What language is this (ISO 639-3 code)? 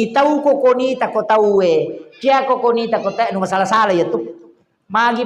bug